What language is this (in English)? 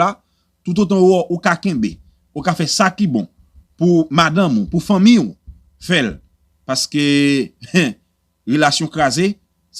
Haitian Creole